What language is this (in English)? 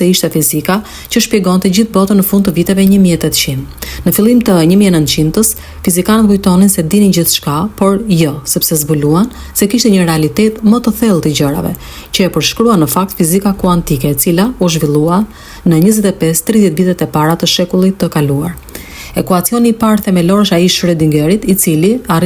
Albanian